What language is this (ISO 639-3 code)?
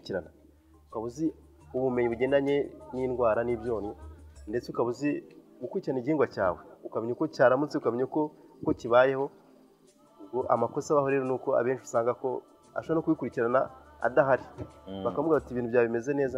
kin